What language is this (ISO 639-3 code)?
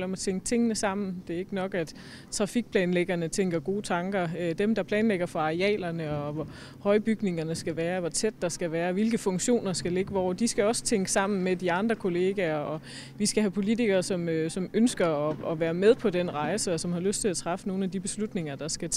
dan